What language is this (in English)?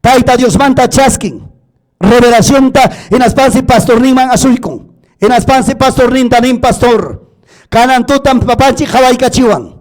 Ayacucho Quechua